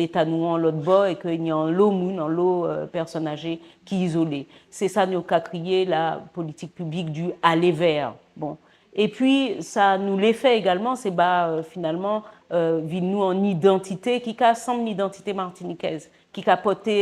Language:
Guadeloupean Creole French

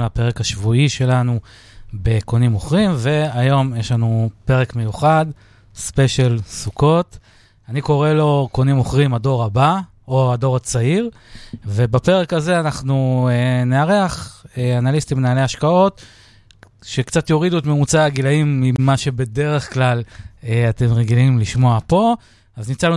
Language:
Hebrew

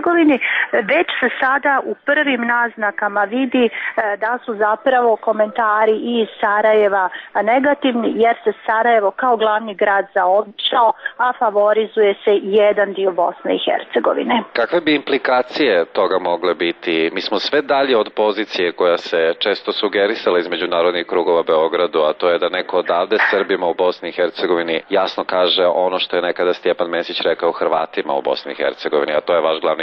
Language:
Serbian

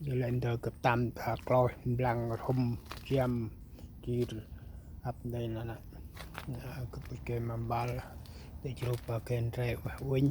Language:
Central Mnong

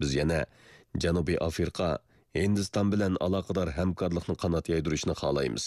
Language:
Uyghur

